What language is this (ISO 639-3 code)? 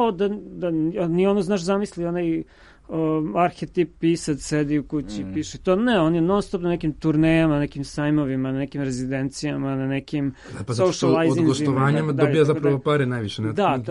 srp